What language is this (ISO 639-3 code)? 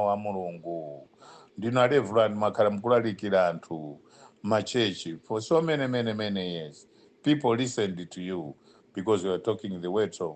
nya